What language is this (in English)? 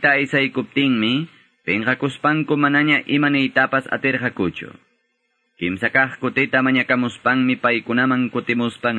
Quechua